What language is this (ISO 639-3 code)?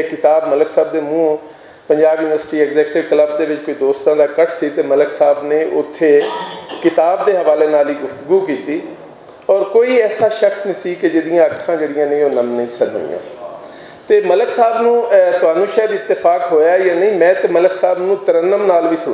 lah